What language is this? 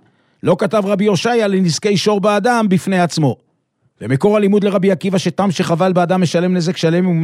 Hebrew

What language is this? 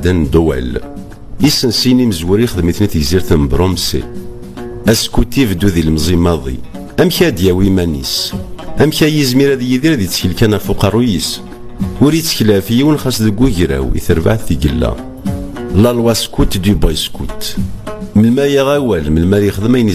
Kabyle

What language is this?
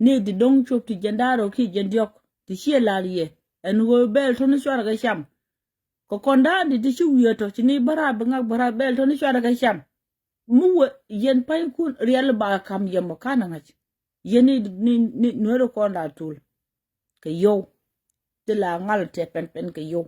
Nuer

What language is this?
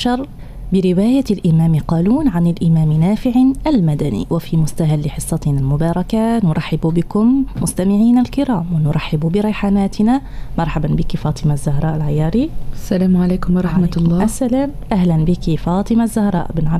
Arabic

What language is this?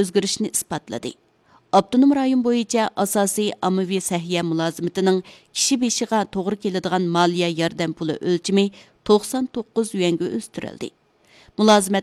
Uyghur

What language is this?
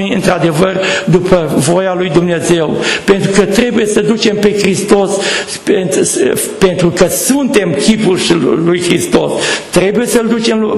Romanian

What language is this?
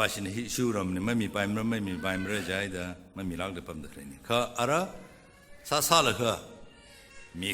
Tangkhul Naga (India)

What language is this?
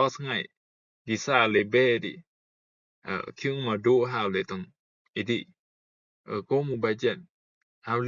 Rumai Palaung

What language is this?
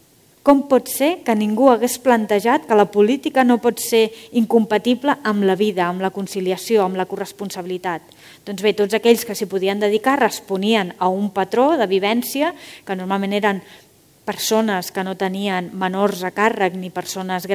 Catalan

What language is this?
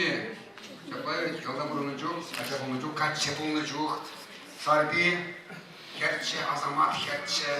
Chuvash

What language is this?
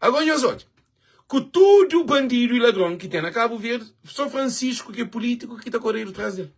Kabuverdianu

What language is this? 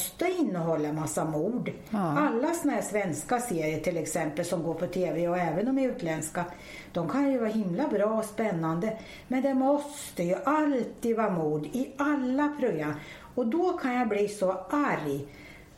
Swedish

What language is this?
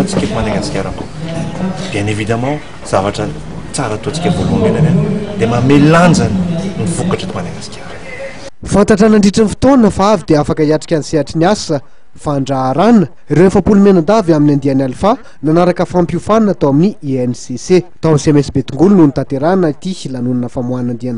Malagasy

